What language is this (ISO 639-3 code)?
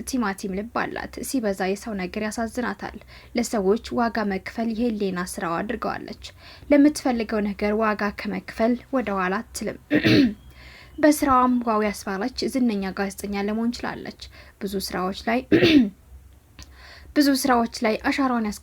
amh